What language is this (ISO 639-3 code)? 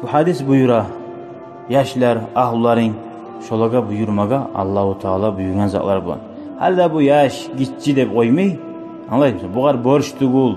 kum